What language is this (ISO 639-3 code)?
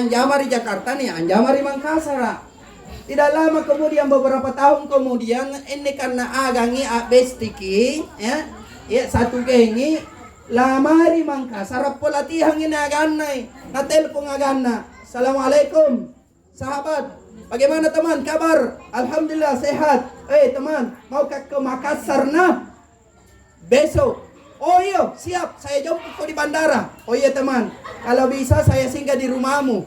mak